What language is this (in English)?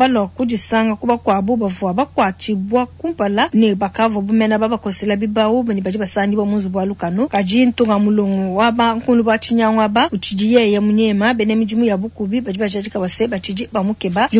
Luba-Lulua